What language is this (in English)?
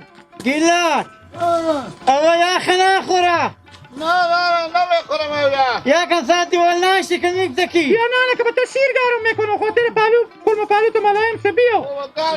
Hazaragi